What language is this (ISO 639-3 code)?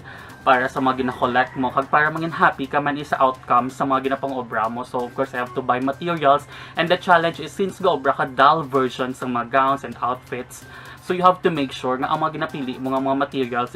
hil